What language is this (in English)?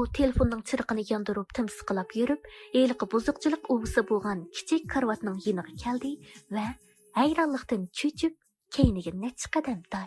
Uyghur